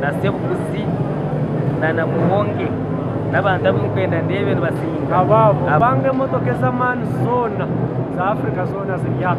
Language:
Nyankole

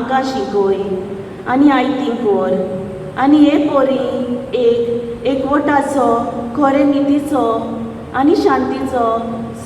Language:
Konkani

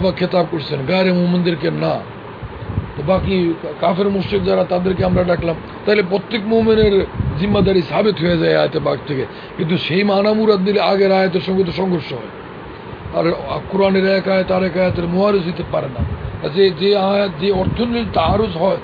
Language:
Bangla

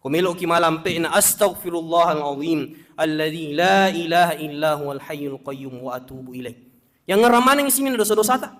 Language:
Buginese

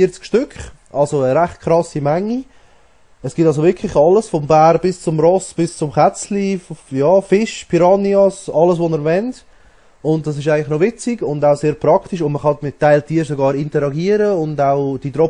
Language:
Swiss German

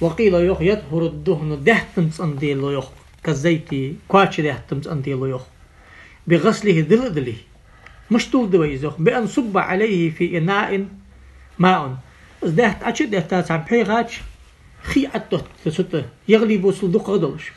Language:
Ingush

